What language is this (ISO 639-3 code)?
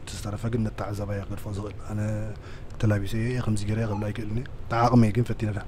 tir